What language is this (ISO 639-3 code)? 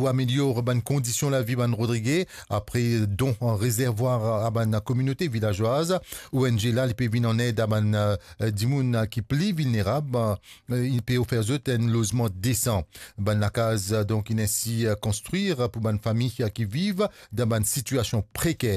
mfe